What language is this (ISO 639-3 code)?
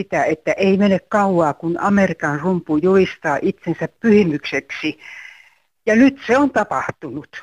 fin